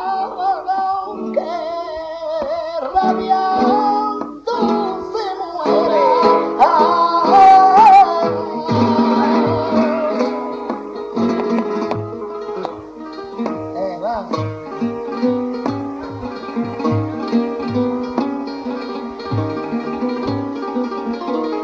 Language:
Spanish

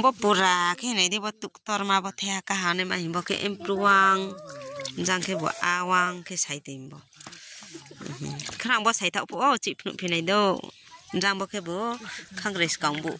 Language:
Riang (India)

